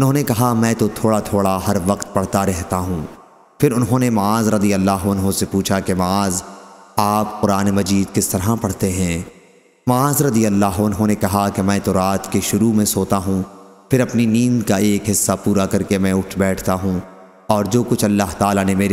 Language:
Urdu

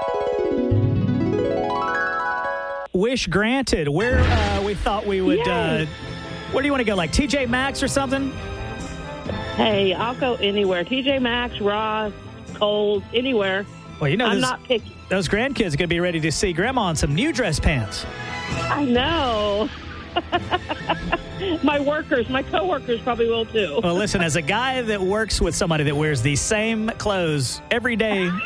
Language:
English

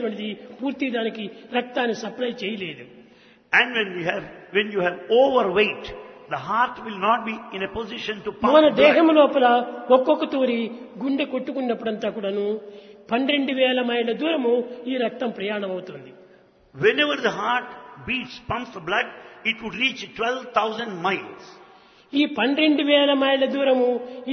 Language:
Telugu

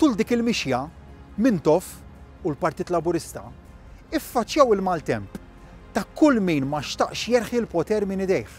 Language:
Maltese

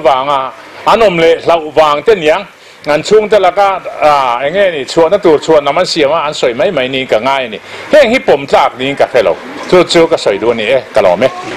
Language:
Mizo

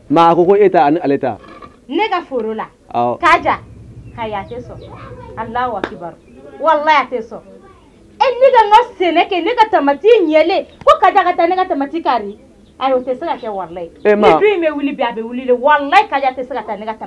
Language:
Bambara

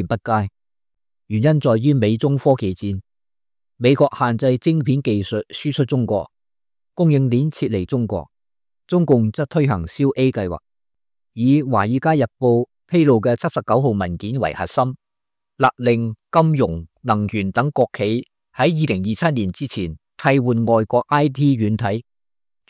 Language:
Cantonese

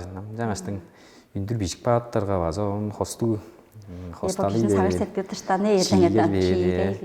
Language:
Tuvinian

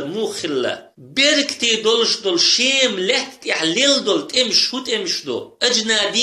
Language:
Chechen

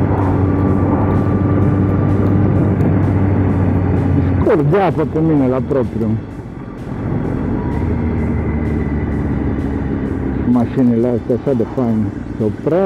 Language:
Romanian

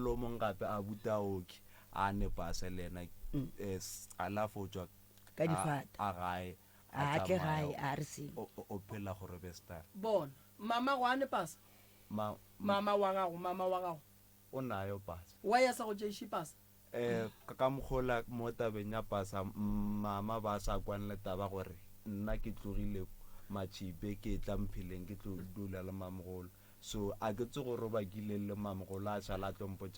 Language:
Northern Sotho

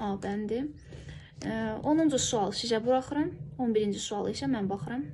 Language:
Azerbaijani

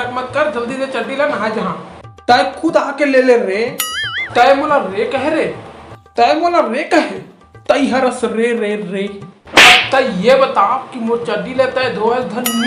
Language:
Chhattisgarhi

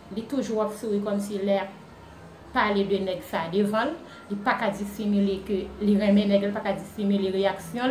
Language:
Haitian Creole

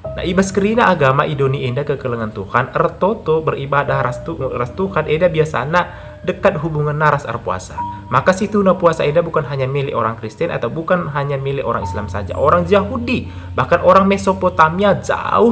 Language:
Batak Karo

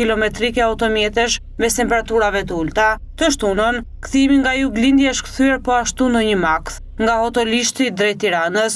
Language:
Albanian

